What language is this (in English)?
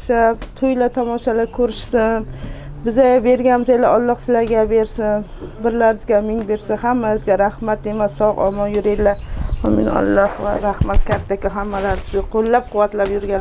Uzbek